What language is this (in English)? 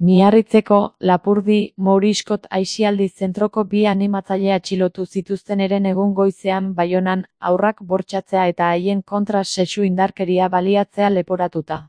Basque